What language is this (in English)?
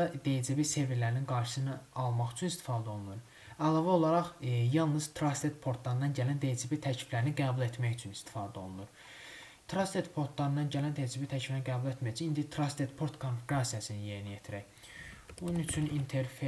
Azerbaijani